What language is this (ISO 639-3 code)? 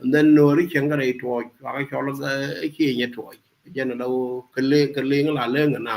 nus